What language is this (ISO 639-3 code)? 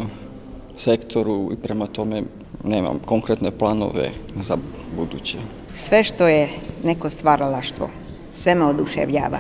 srp